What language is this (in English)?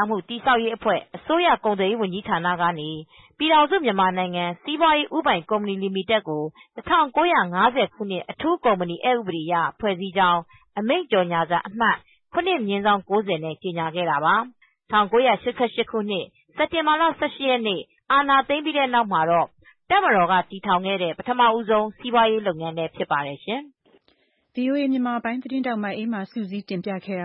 Burmese